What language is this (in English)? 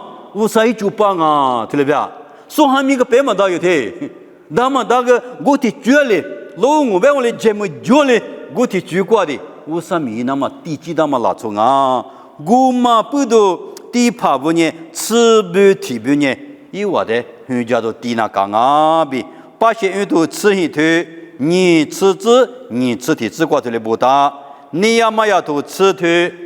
Lisu